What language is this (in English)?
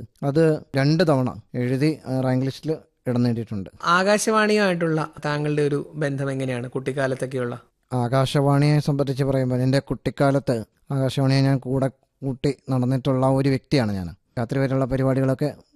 Malayalam